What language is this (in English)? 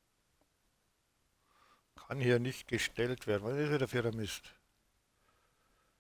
German